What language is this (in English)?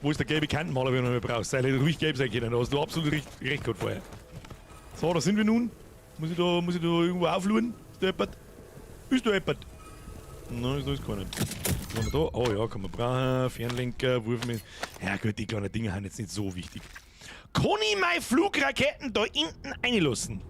Bavarian